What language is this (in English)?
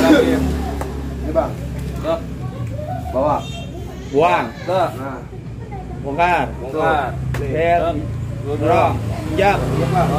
Betawi